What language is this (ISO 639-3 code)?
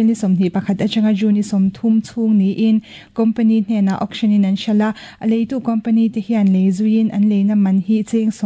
lus